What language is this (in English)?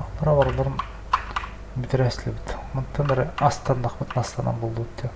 Yakut